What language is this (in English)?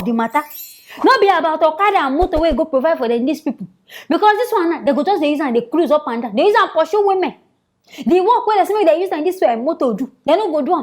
Nigerian Pidgin